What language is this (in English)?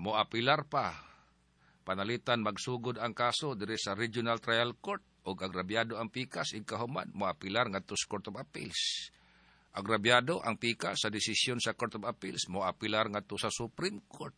Cebuano